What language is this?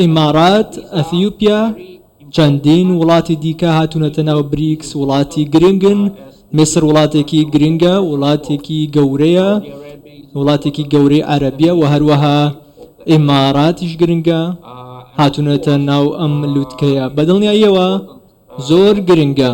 Central Kurdish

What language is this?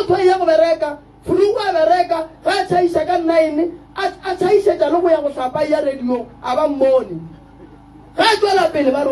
Northern Sotho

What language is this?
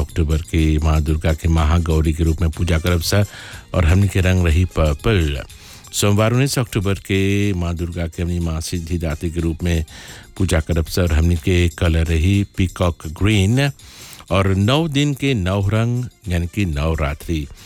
Bhojpuri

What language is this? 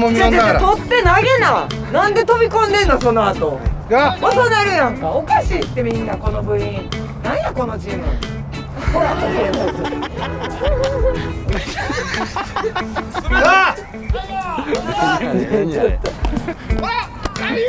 Japanese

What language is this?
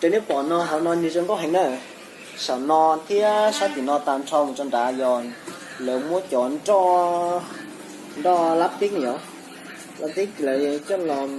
Hmong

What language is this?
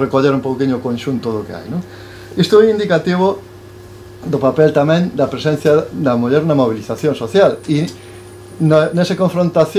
Galician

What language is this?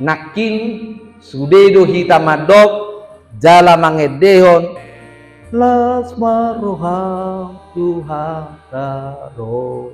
Batak Toba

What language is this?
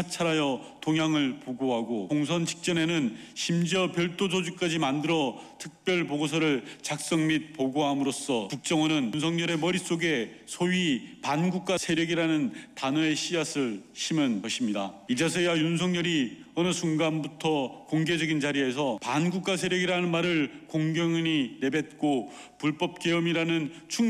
Korean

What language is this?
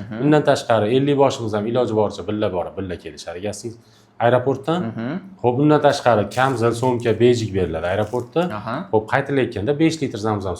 Uzbek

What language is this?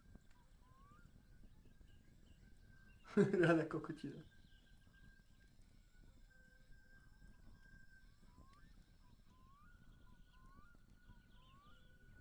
Slovak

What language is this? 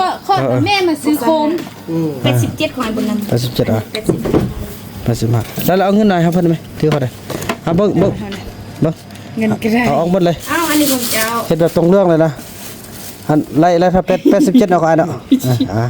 Lao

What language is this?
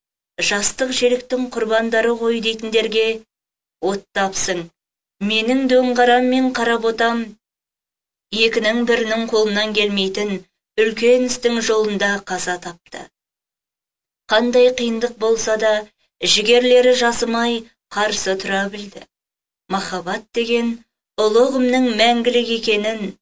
Kazakh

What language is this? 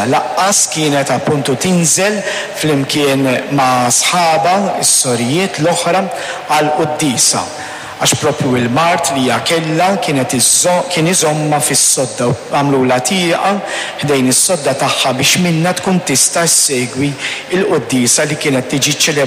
Maltese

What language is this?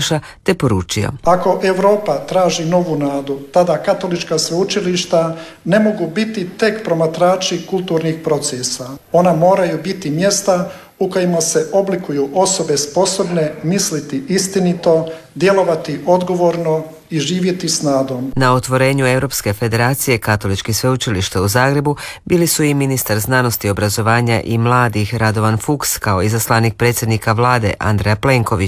Croatian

